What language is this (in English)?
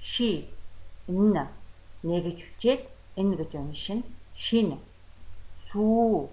Mongolian